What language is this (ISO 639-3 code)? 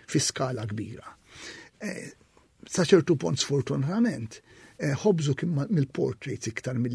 mlt